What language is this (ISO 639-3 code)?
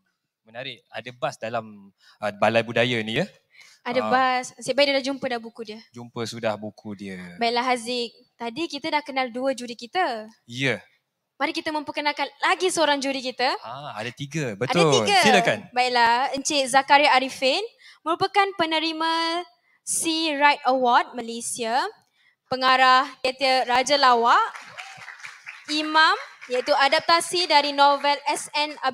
msa